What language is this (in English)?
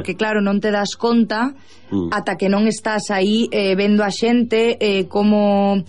Galician